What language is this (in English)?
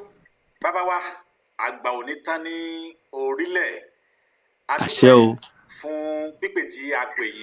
Yoruba